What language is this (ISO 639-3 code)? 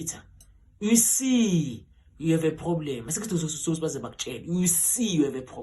zul